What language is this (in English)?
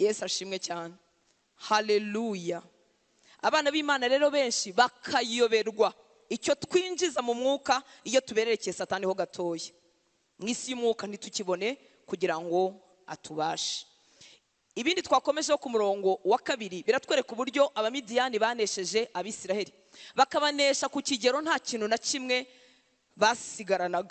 Kinyarwanda